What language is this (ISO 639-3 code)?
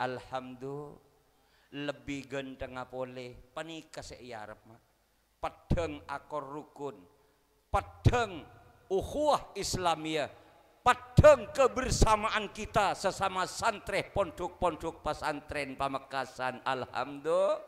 mad